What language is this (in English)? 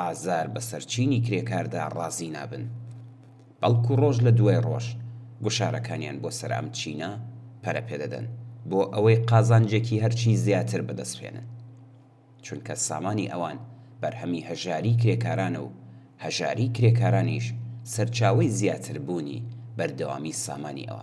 Central Kurdish